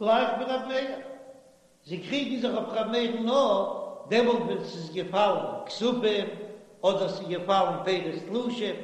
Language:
Yiddish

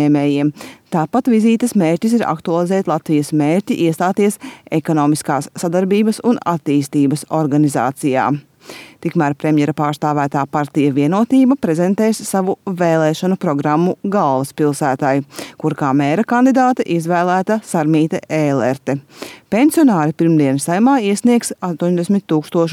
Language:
Latvian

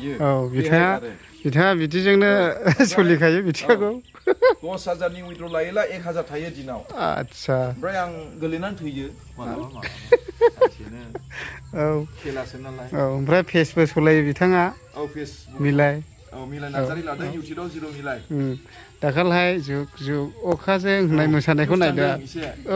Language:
Bodo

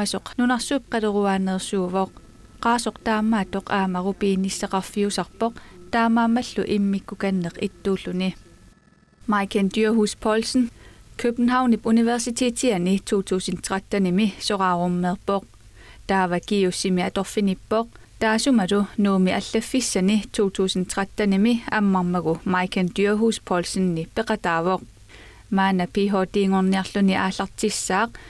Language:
Kalaallisut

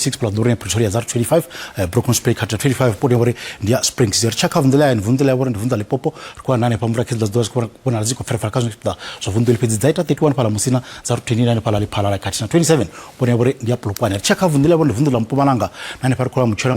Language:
Venda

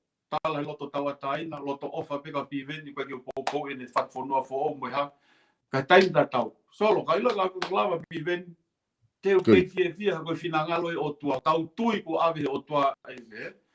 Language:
Tongan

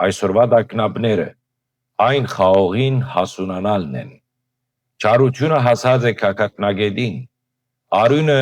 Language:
Western Armenian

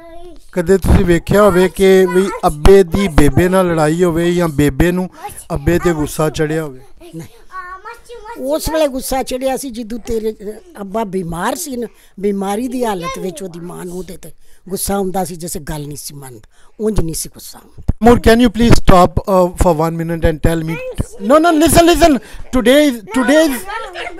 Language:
Punjabi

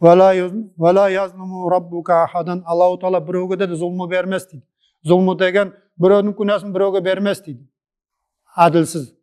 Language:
Nogai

